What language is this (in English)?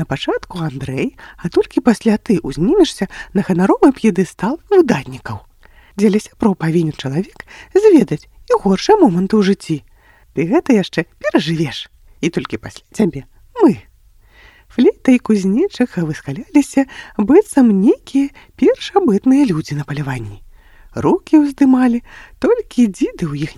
Belarusian